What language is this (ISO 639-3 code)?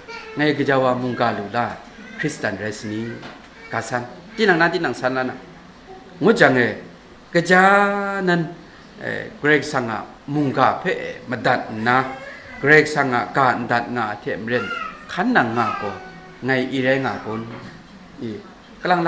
kac